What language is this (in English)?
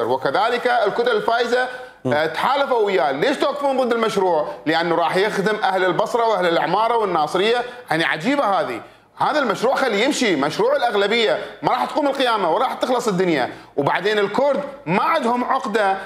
Mesopotamian Arabic